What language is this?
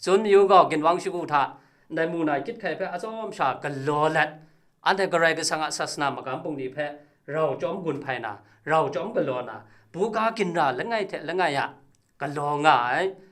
Kachin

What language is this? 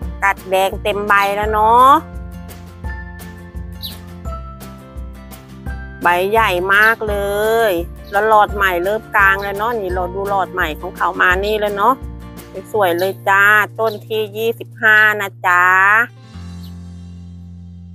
Thai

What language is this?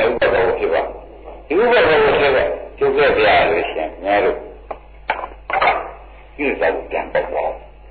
Burmese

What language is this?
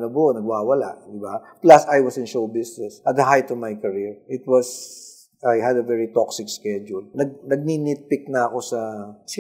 Filipino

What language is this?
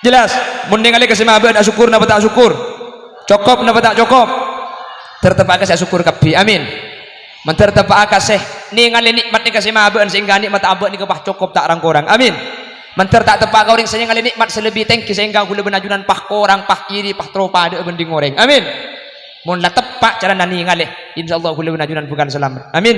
Madurese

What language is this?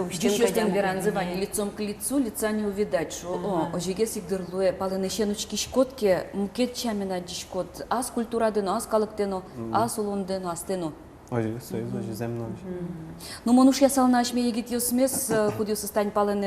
Udmurt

